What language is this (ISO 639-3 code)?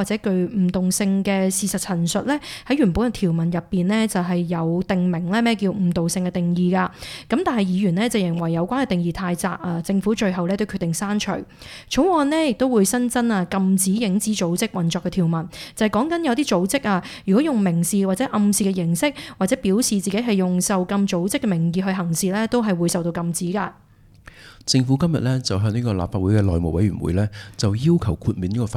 yue